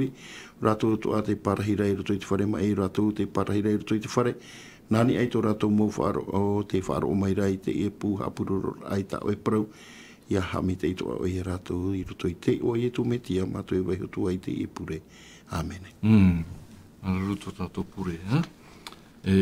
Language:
Tahitian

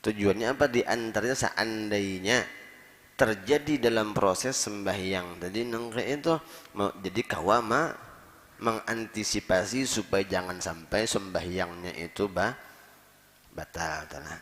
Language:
Banjar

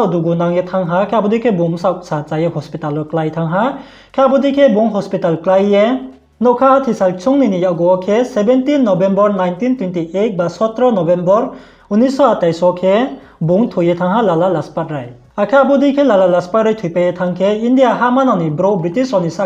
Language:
Riang (India)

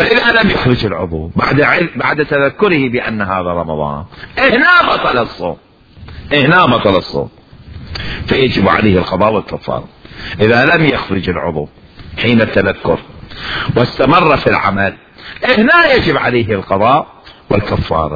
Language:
Mesopotamian Arabic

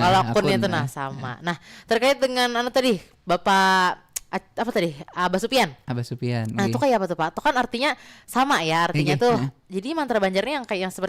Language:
Banjar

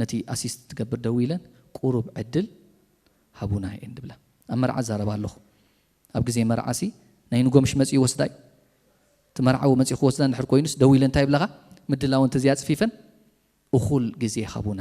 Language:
Tigrinya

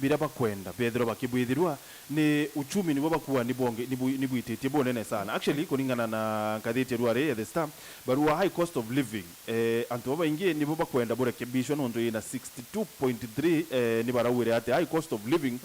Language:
Meru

